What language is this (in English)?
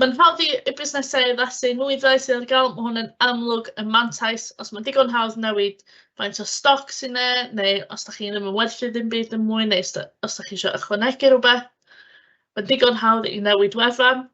Welsh